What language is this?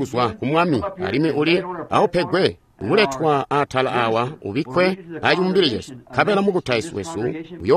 Tonga (Zambia)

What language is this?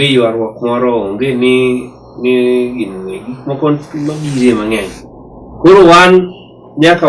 Luo (Kenya and Tanzania)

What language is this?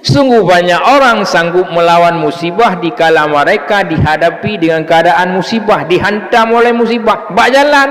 Achinese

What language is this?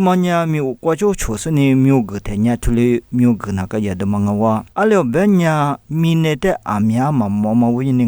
Lisu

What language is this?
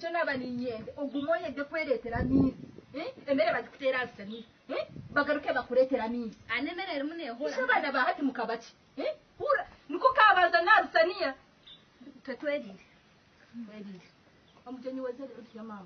Nyankole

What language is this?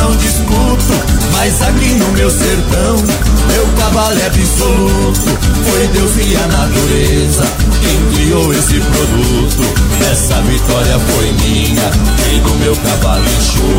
Portuguese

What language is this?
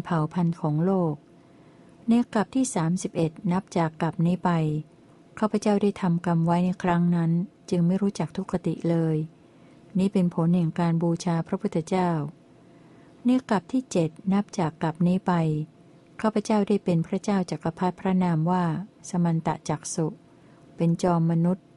Thai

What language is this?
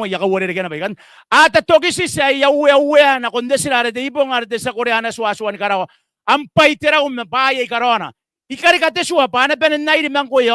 Gilbertese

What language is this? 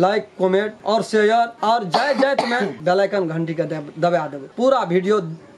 Maithili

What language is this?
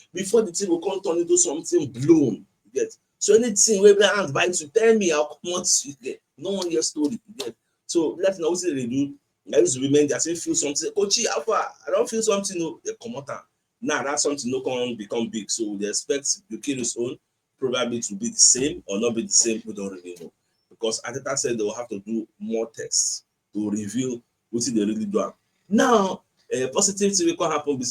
Nigerian Pidgin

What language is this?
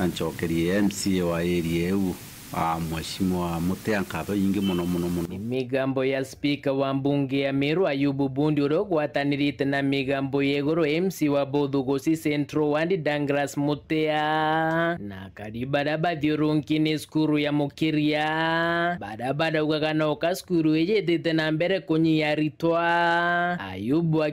Meru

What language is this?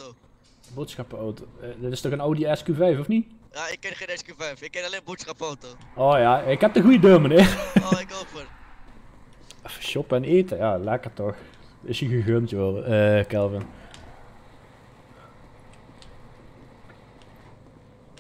Dutch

